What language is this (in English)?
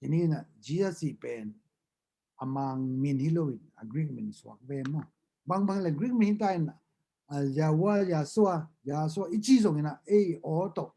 Tedim Chin